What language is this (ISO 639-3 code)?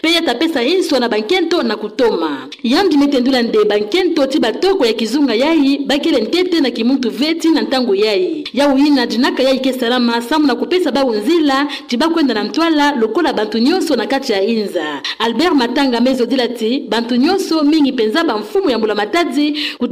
ktu